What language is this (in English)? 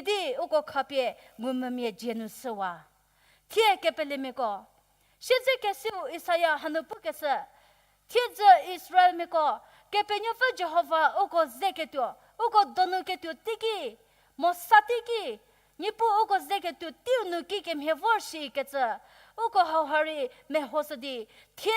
Angami Naga